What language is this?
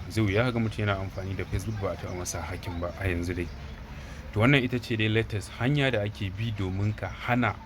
Hausa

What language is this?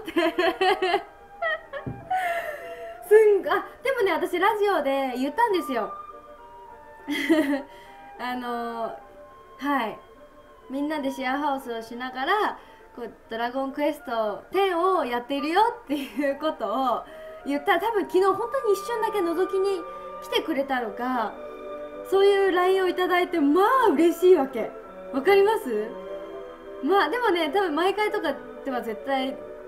Japanese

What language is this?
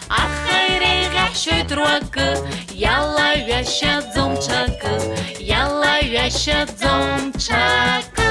Abkhazian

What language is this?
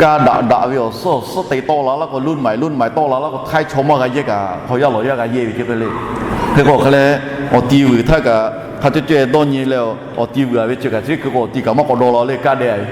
Lahu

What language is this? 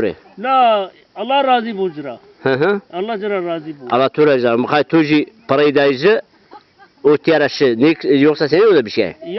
Zaza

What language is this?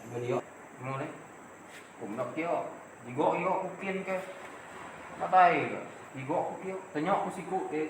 Iban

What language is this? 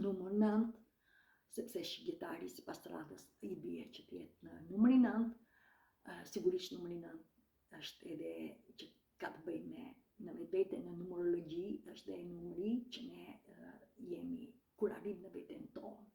Albanian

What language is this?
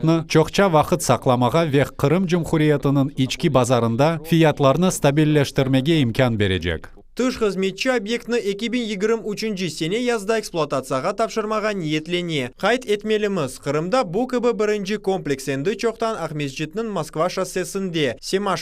Crimean Tatar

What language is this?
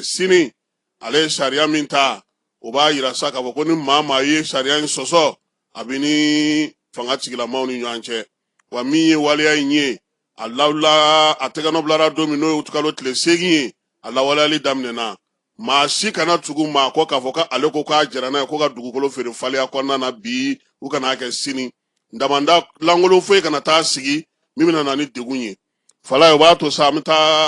Bambara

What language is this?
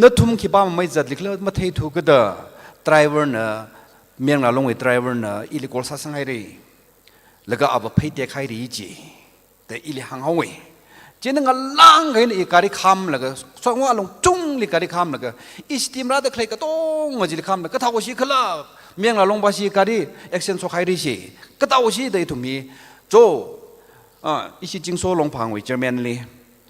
Tangkhul Naga (India)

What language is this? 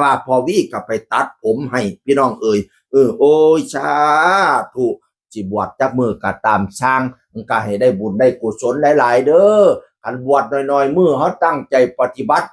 Northeastern Thai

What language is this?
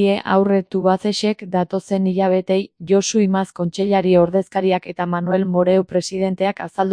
Basque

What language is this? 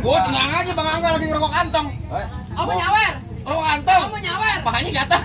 Betawi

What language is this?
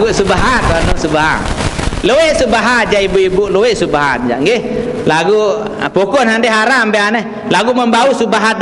Sasak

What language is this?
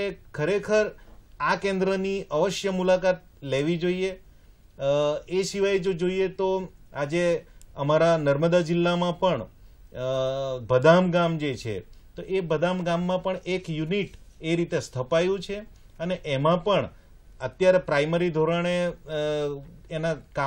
Gujarati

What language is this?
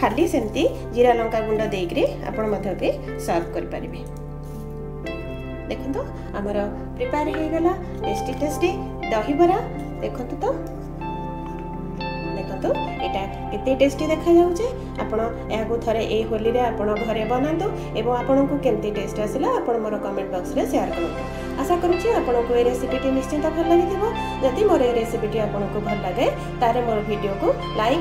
Odia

